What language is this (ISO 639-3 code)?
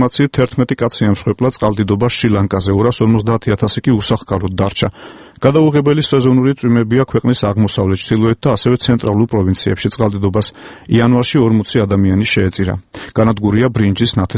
kat